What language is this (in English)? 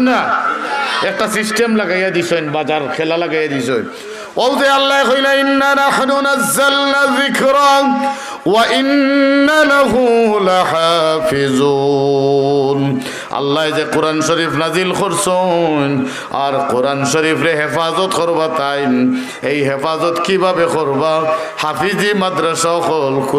Sylheti